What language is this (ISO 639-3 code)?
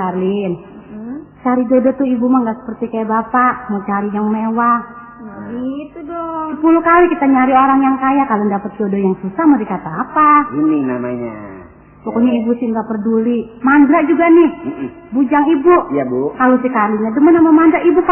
bew